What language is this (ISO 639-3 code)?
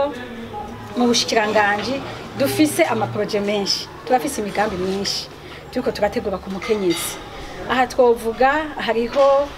run